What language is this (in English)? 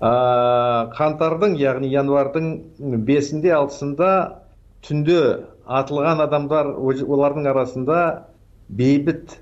Kyrgyz